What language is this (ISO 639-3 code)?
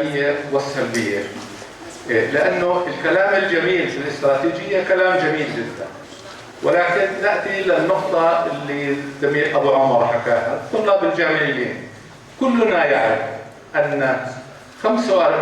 apc